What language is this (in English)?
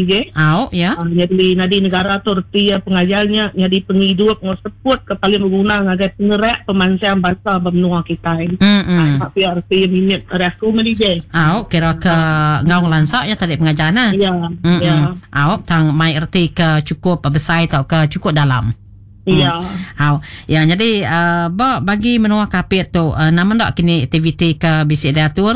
Iban